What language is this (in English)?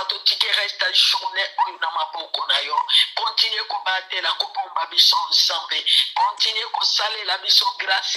Lingala